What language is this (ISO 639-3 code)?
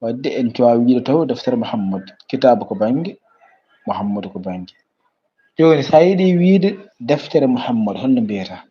ful